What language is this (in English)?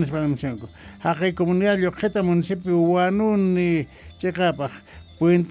South Bolivian Quechua